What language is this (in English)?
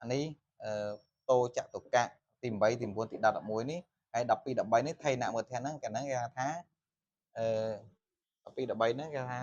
Khmer